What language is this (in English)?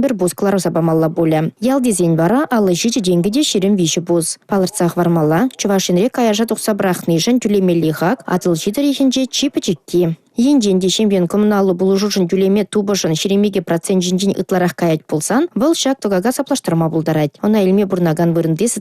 Chuvash